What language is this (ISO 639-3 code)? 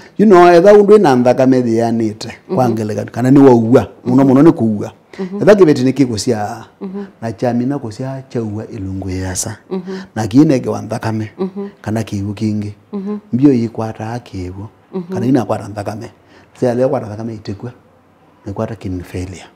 kam